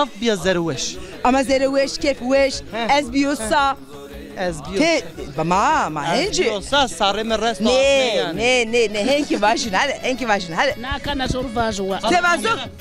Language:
Zaza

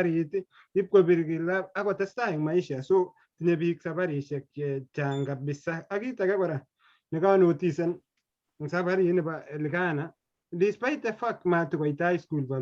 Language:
Kalenjin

